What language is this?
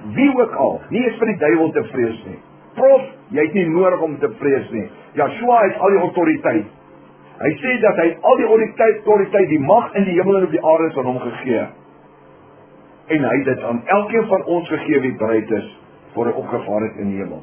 Afrikaans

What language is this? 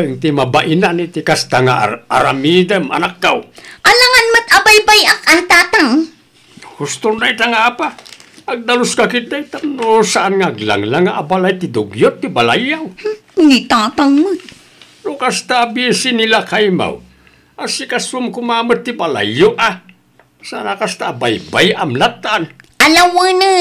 Iloko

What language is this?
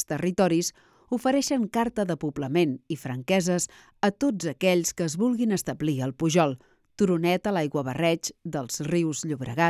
Catalan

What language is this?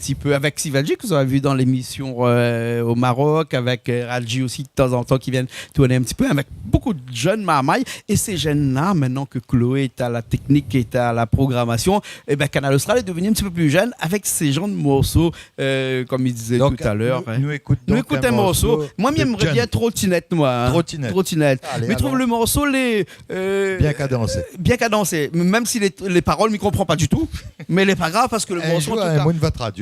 Réunion Creole French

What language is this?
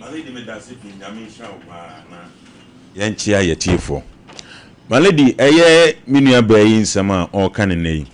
Akan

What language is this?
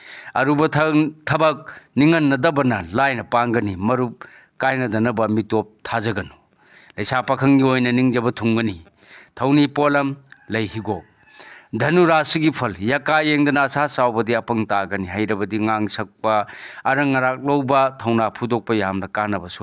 Manipuri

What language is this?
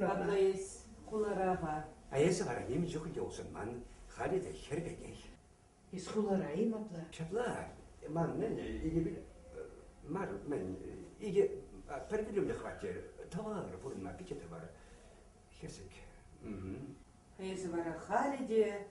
Chuvash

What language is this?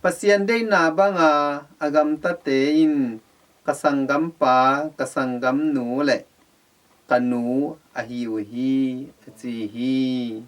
Tedim Chin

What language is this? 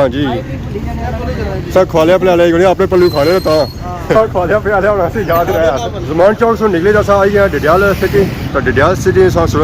Pahari-Potwari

